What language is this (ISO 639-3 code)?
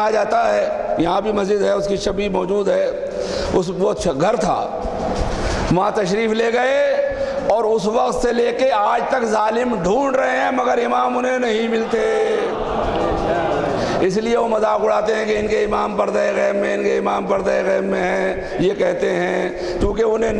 urd